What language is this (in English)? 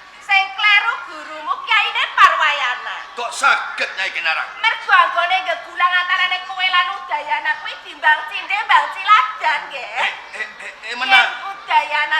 Javanese